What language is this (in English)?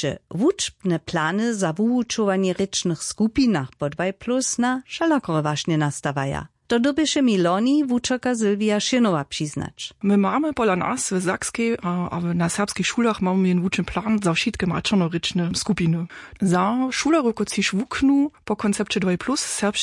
Upper Sorbian